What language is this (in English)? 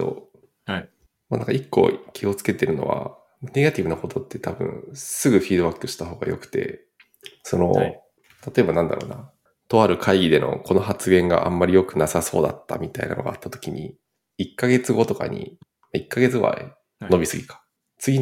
Japanese